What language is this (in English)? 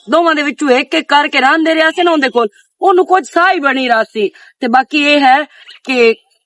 Western Panjabi